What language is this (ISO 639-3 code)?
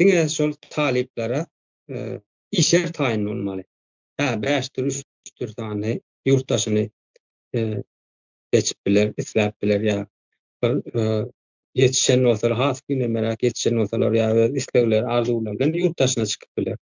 tuk